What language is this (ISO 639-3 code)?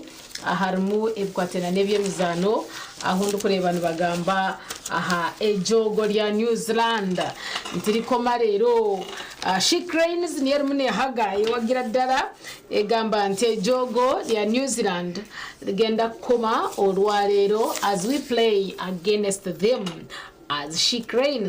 nyn